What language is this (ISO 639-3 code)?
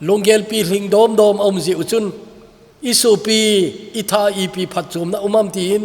tcz